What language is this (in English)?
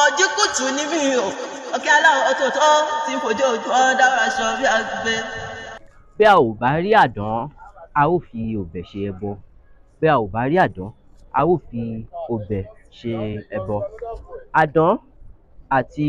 Yoruba